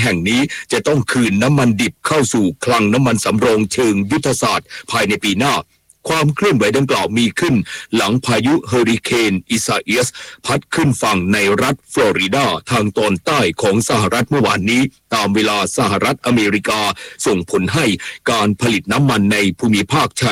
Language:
Thai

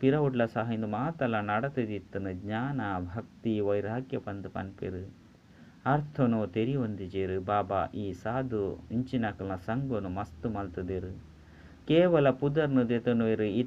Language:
Tulu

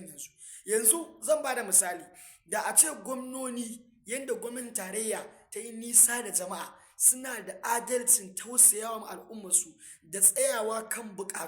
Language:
Hausa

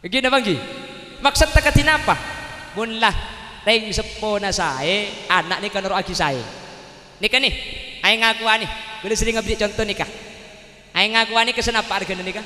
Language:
Madurese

